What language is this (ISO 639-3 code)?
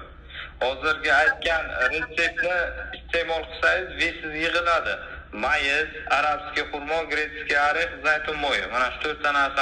uzb